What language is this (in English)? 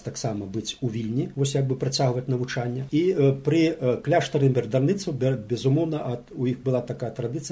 Belarusian